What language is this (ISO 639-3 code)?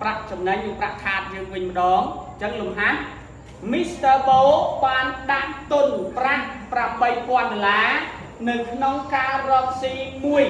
khm